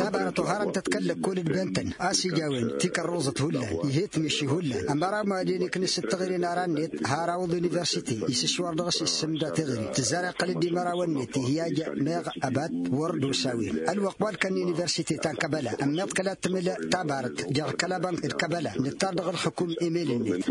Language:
Tamasheq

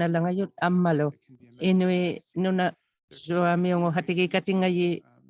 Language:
Inuktitut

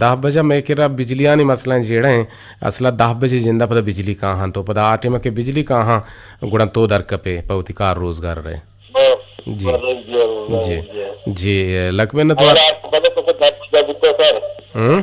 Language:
Eastern Balochi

